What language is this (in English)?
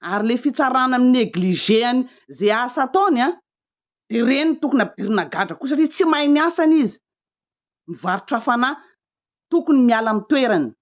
Malagasy